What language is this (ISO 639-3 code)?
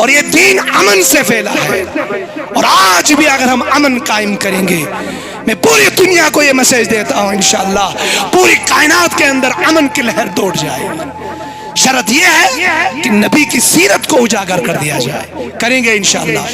kas